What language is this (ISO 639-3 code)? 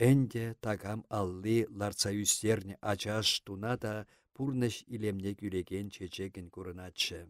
chv